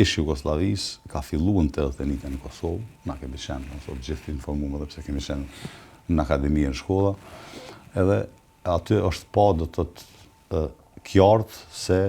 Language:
Albanian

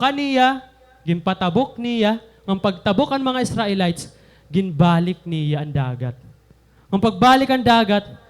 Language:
Waray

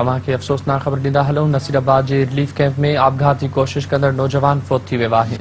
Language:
Sindhi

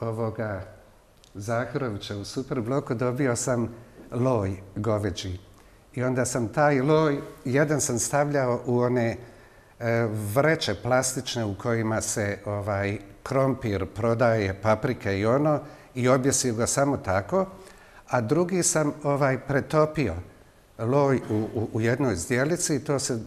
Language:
Bosnian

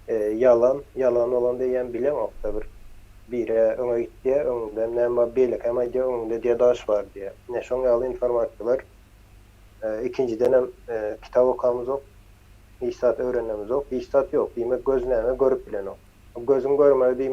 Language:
Turkmen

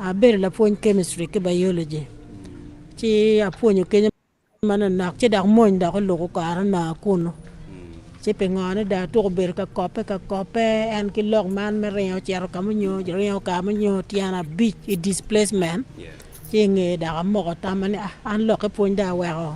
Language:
Acoli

